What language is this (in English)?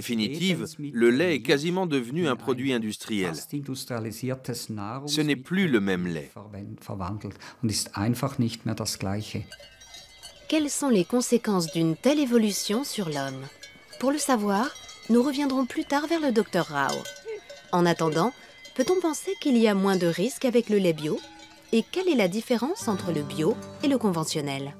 French